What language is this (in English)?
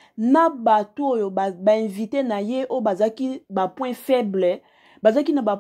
Lingala